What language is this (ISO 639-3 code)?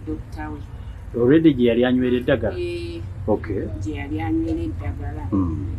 lug